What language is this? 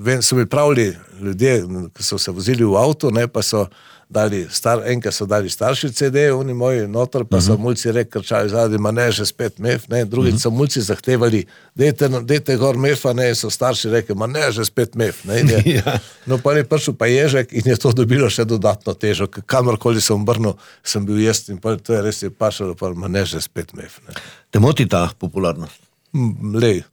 Slovenian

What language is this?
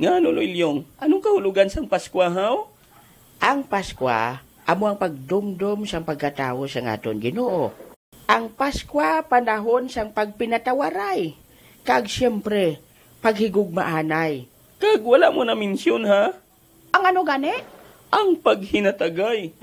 Hiligaynon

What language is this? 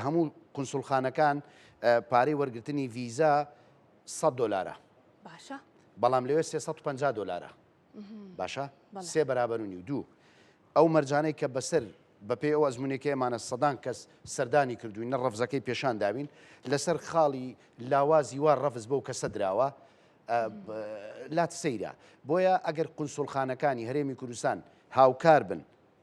Central Kurdish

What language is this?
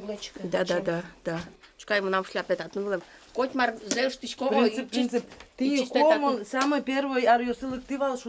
Udmurt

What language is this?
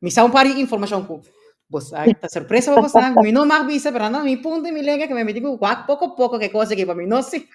Papiamento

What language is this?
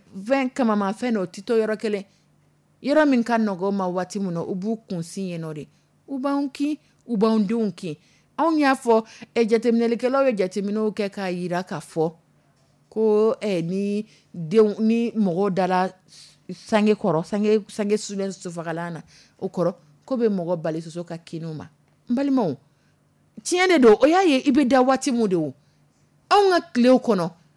Dyula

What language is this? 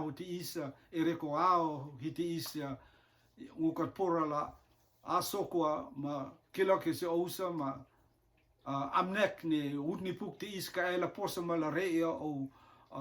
Rotuman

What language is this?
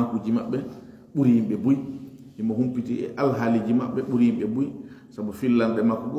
Fula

